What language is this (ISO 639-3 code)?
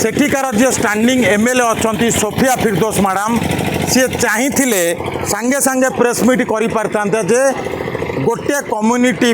ori